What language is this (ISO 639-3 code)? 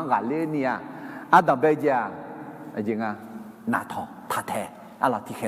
ahk